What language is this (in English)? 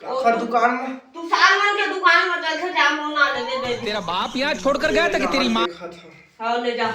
Chhattisgarhi